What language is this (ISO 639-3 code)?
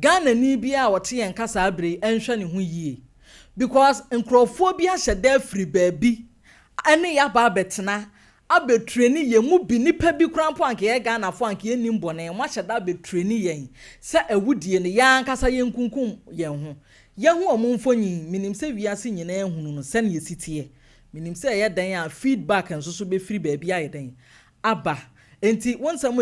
aka